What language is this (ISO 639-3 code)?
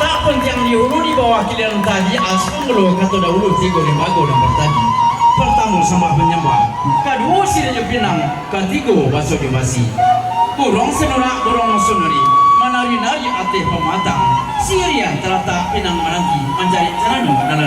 min